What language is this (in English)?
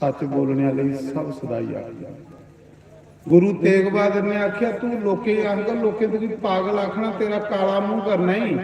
Dogri